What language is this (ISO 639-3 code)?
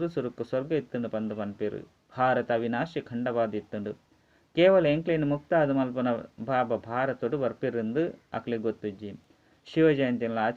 tcy